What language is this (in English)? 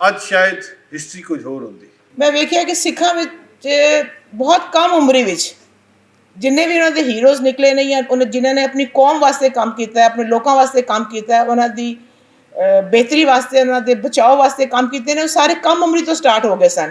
Western Panjabi